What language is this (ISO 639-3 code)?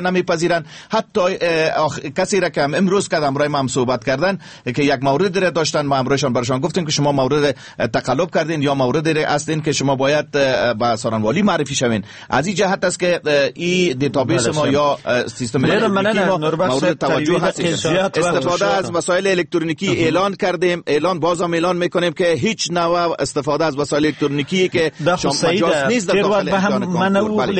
fas